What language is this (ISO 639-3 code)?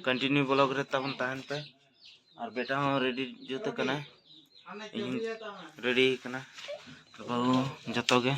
sat